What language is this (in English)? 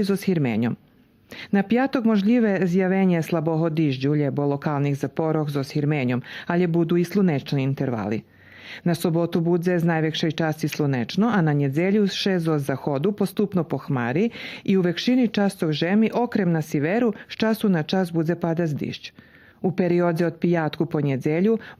Rusyn